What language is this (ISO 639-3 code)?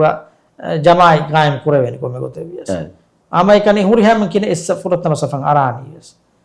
div